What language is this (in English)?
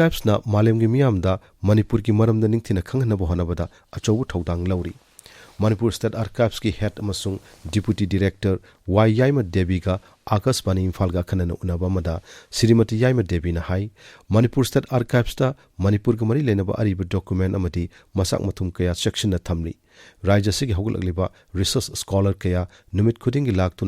Manipuri